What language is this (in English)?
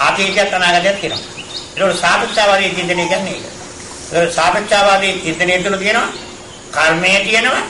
Sinhala